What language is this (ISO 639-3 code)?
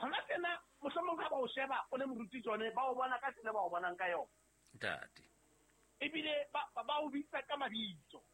sot